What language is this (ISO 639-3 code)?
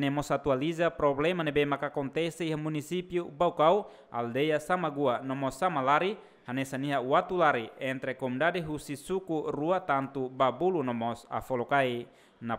tet